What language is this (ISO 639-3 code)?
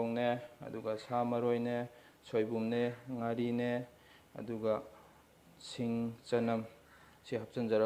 mni